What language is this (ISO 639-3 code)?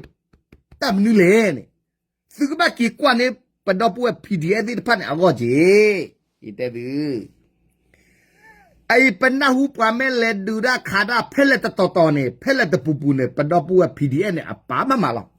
ksw